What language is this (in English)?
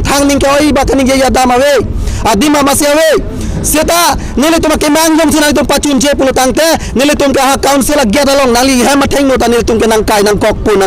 Karbi